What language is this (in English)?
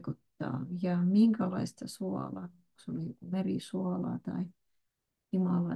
Finnish